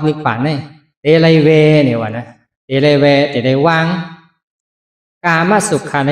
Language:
Shan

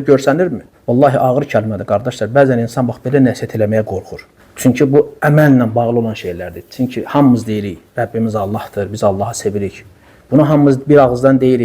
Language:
Azerbaijani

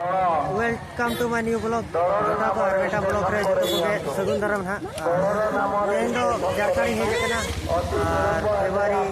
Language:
Santali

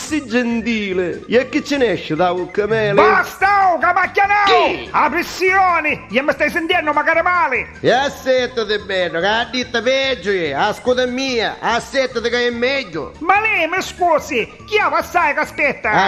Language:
Neapolitan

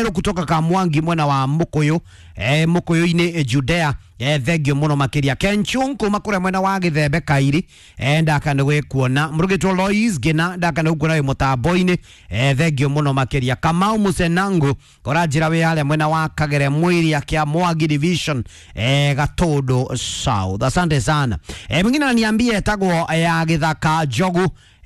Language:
Kikuyu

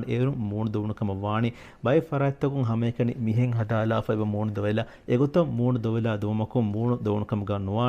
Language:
Divehi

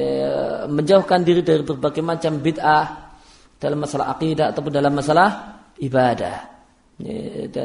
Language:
Indonesian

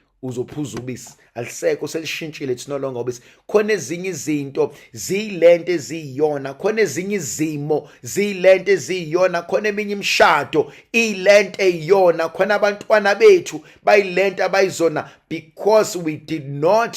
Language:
Zulu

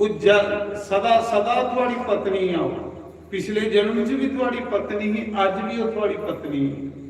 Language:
Dogri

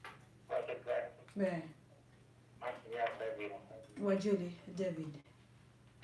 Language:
Acoli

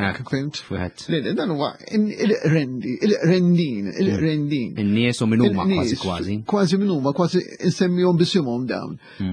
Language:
Maltese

